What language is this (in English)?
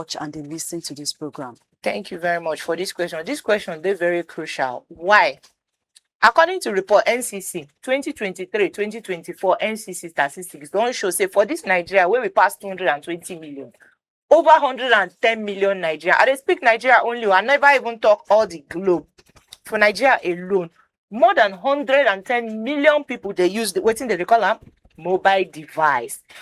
Nigerian Pidgin